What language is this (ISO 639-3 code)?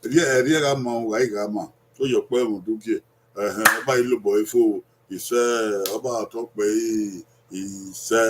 bin